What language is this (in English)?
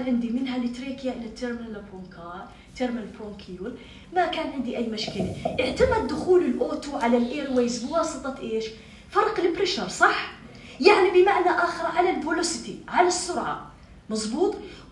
North Levantine Arabic